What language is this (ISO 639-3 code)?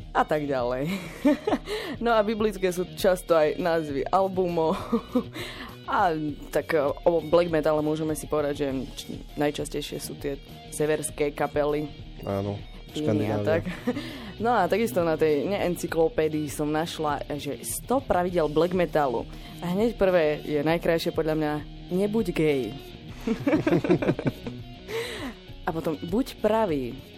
slk